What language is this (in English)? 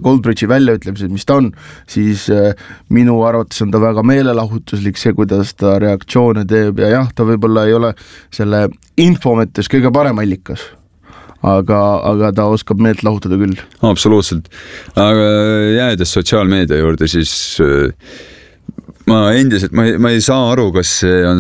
Estonian